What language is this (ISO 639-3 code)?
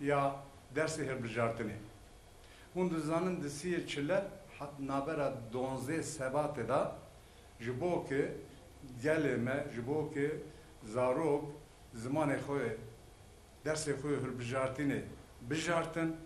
kur